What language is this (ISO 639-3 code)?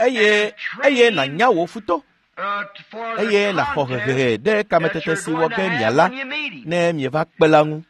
ewe